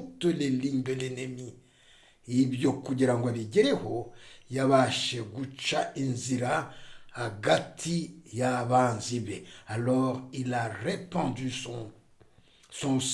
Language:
Kinyarwanda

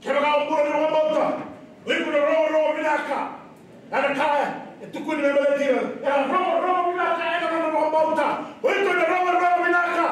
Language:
Fijian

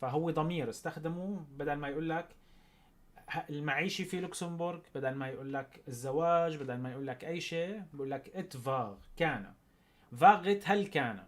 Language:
North Levantine Arabic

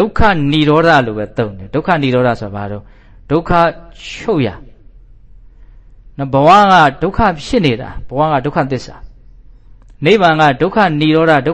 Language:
Burmese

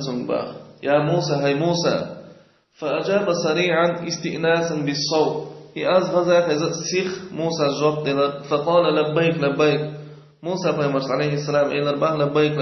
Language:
Chechen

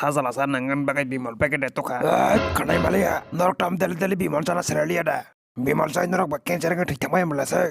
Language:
Kok Borok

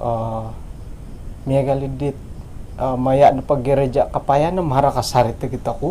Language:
Central Dusun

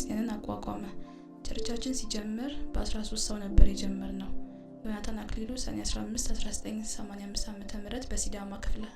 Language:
Amharic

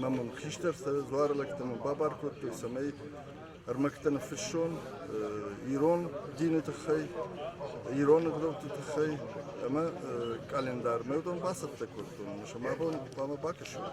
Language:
Ossetic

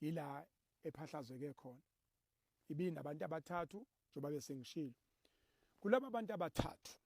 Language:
Zulu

